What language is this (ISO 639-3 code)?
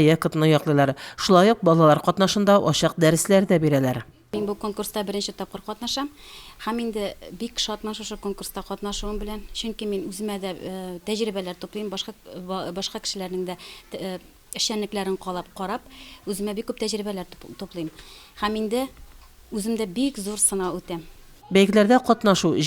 tat